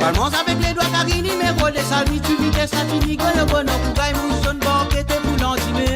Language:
Morisyen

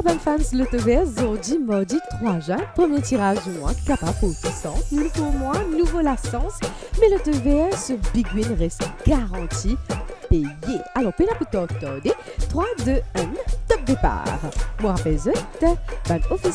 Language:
Morisyen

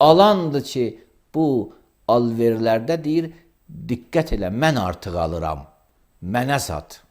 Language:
Azerbaijani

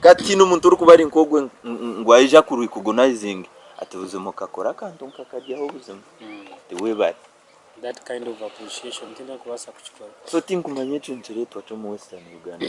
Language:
Nyankole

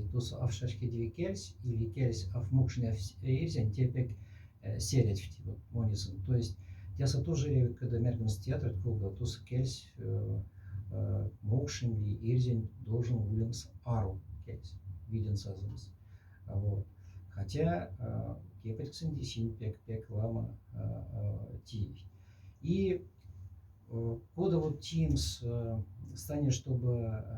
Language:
Moksha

